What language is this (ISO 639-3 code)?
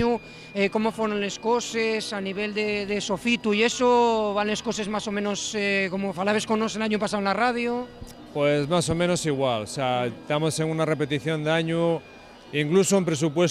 ast